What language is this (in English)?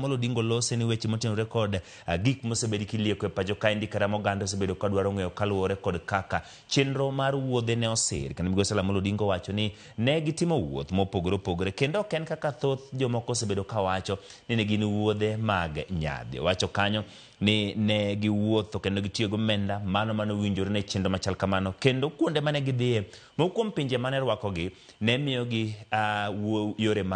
Luo (Kenya and Tanzania)